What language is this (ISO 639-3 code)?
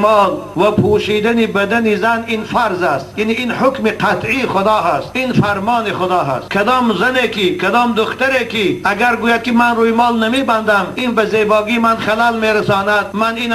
tgk